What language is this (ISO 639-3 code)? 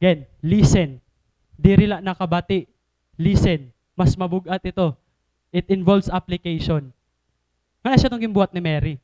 war